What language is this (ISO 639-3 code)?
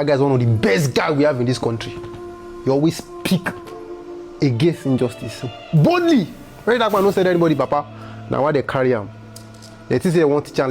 pcm